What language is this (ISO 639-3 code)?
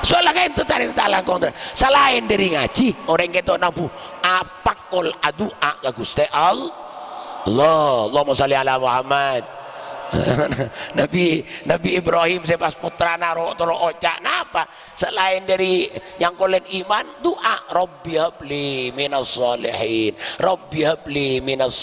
mad